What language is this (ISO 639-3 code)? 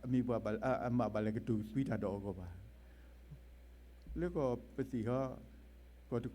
ksw